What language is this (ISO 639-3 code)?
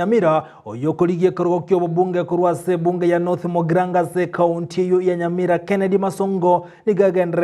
guz